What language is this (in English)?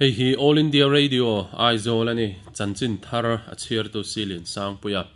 Mizo